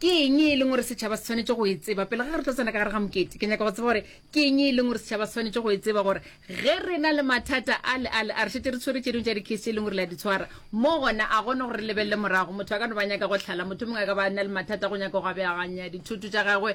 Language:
Northern Sotho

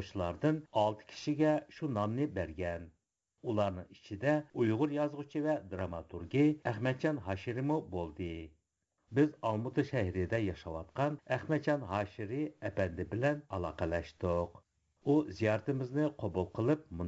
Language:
Uyghur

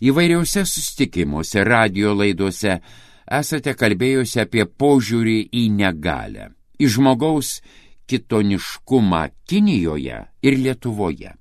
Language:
Lithuanian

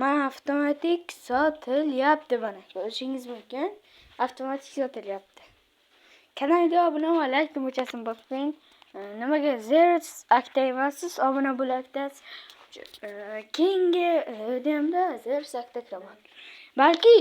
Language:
Uzbek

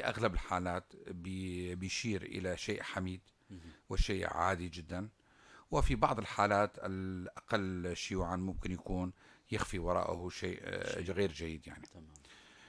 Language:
North Levantine Arabic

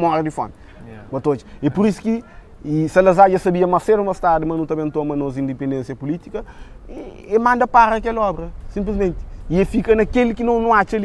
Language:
Kabuverdianu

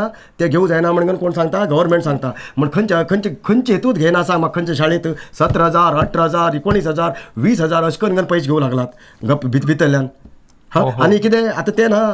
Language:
Konkani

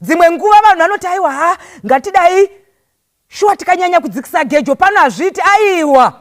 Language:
Shona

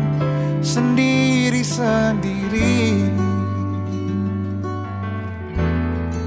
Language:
Indonesian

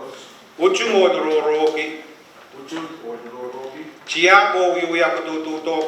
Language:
Pohnpeian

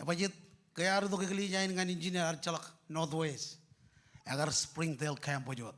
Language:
Marshallese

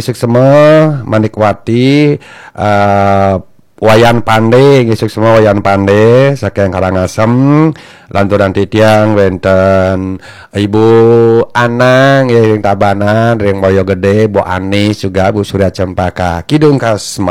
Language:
Balinese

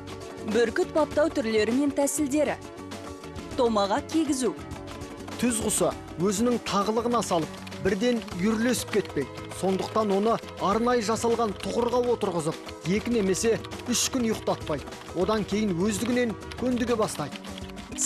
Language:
Kazakh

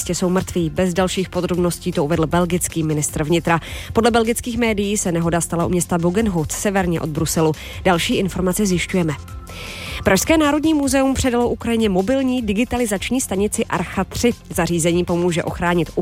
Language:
Czech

